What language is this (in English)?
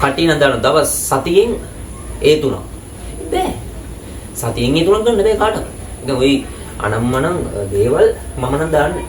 Sinhala